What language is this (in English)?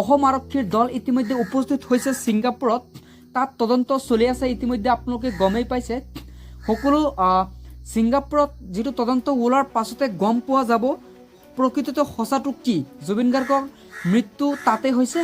Assamese